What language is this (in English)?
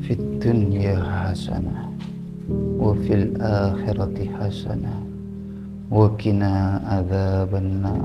Madurese